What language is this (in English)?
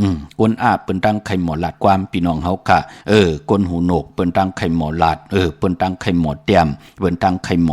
Shan